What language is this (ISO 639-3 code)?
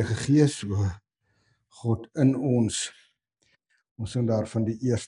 afr